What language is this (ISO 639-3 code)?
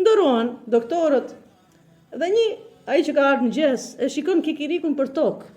sqi